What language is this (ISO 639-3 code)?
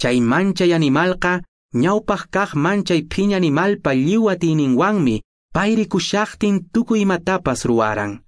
que